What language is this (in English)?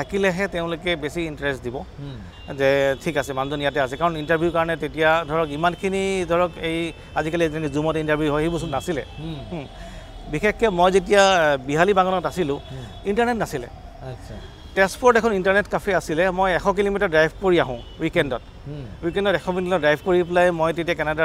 Assamese